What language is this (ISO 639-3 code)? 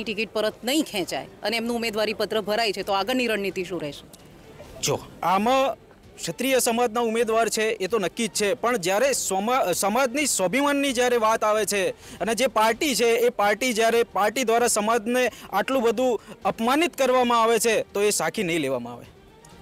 guj